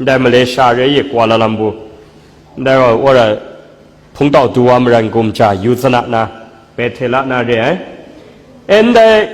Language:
Kachin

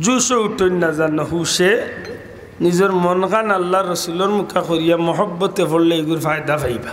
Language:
Sylheti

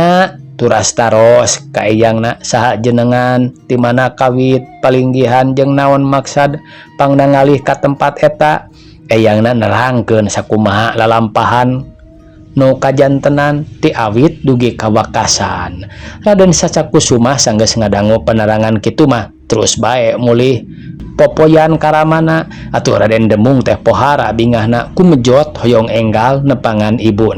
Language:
Sundanese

